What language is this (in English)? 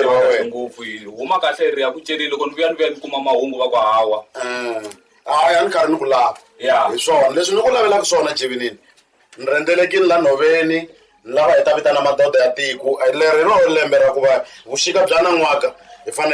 Tsonga